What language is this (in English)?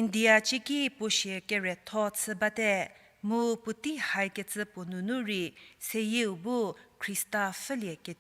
Angami Naga